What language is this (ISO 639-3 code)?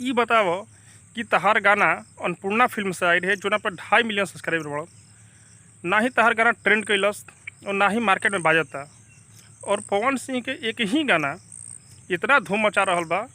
bho